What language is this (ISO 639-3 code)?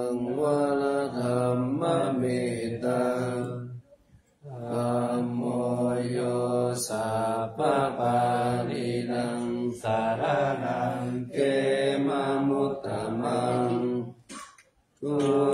pli